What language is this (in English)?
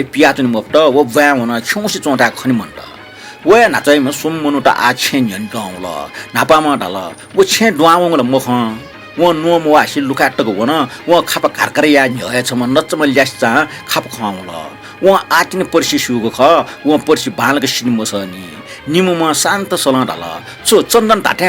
Newari